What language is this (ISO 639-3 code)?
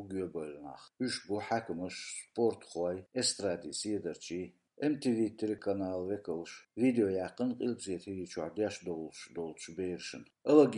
che